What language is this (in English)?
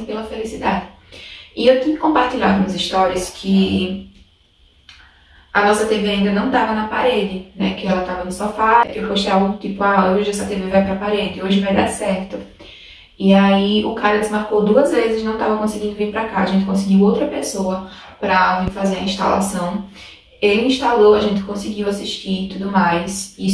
Portuguese